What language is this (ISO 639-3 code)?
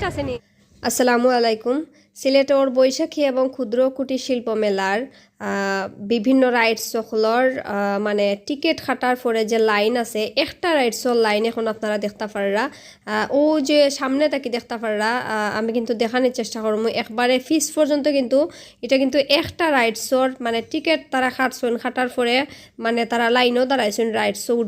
syl